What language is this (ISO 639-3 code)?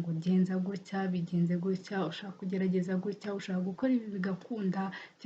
kin